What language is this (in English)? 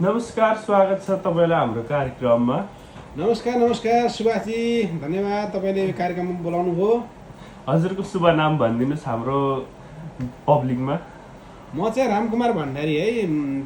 Nepali